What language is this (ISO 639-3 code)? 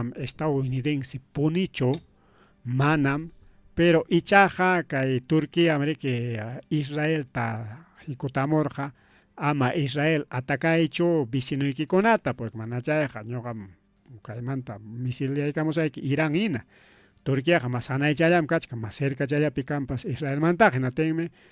quy